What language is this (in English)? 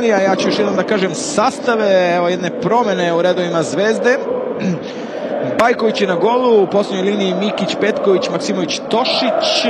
Serbian